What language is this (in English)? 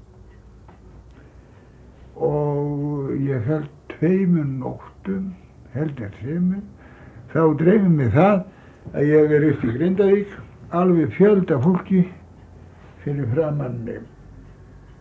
Icelandic